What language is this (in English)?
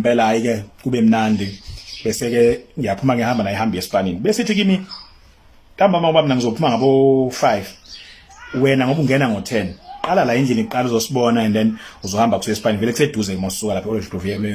Zulu